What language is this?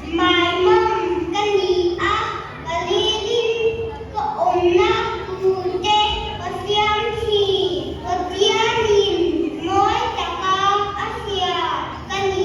Mizo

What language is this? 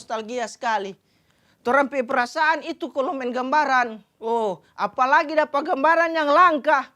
Manado Malay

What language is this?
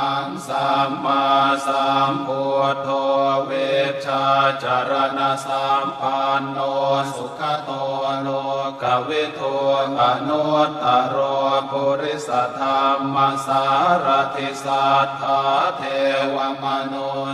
Pali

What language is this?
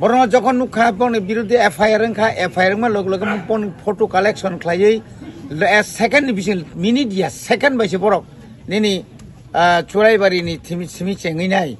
Kok Borok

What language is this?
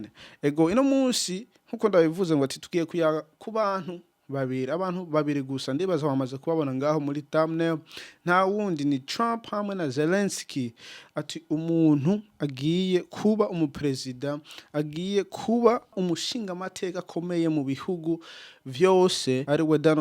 Rundi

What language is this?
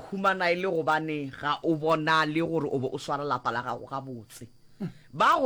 Northern Sotho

